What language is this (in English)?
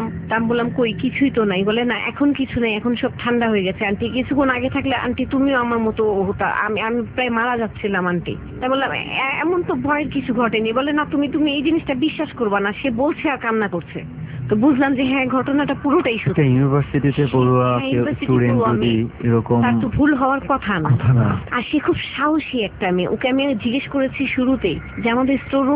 Bangla